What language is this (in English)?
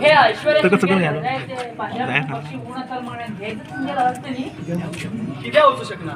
Konkani